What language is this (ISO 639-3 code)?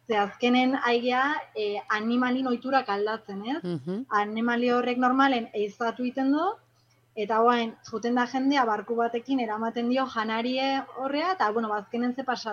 eus